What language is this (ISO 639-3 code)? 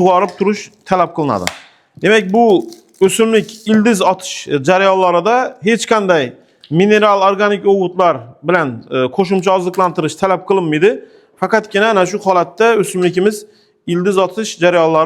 uzb